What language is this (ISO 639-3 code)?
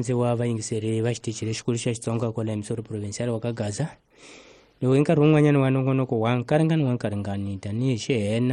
tso